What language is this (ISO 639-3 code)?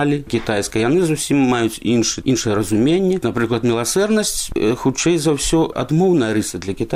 bel